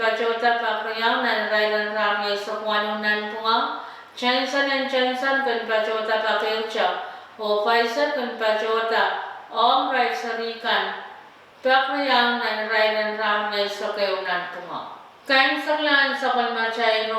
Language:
Pohnpeian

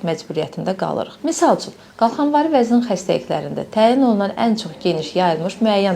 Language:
Azerbaijani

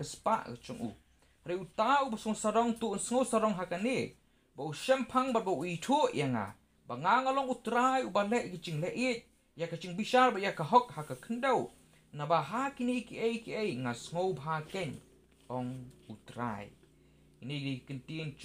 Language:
Khasi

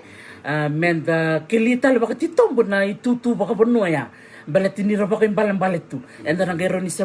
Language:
Fijian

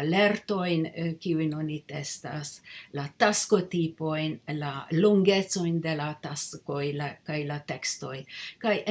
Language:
Esperanto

